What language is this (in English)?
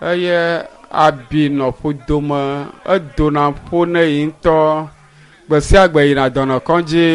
Ewe